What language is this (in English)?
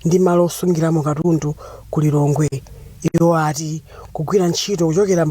Nyanja